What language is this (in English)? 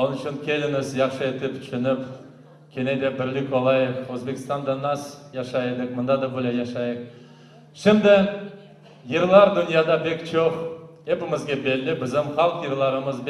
Crimean Tatar